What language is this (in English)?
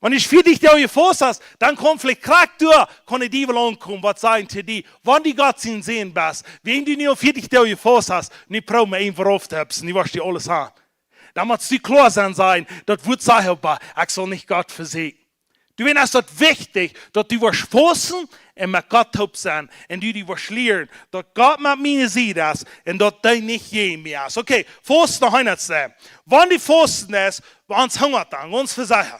Plautdietsch